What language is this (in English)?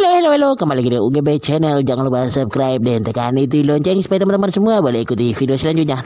Manado Malay